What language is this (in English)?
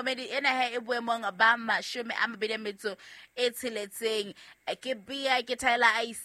Southern Sotho